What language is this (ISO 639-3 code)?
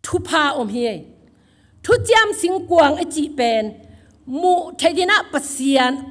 ctd